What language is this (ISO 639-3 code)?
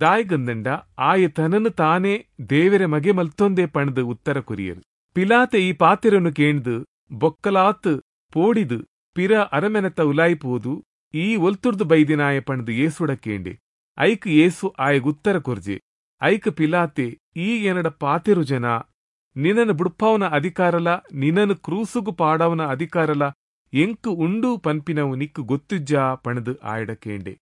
tcy